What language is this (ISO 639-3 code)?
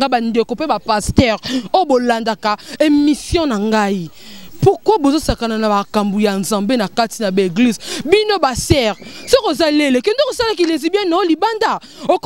lin